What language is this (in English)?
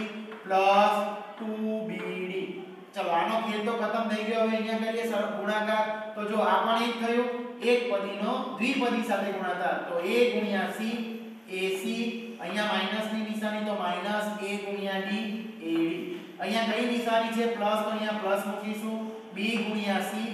Gujarati